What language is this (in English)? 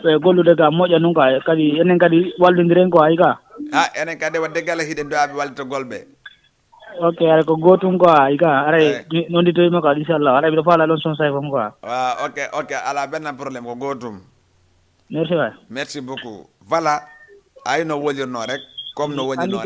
Fula